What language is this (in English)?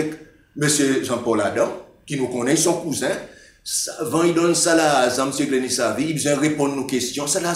Seselwa Creole French